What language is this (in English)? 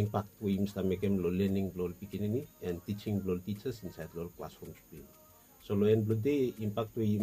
Bislama